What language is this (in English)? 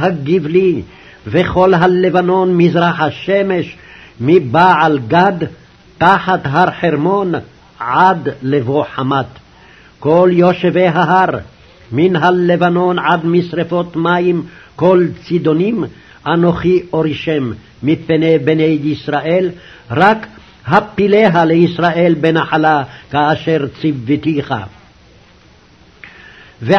Hebrew